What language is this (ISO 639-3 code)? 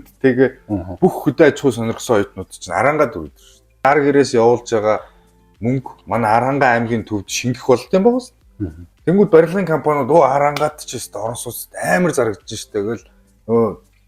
mon